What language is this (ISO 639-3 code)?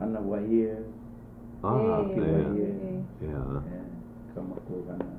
haw